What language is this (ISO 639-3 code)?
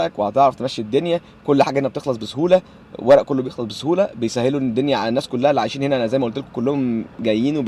arz